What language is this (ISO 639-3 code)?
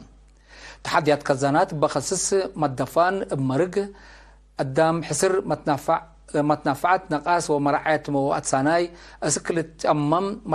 tig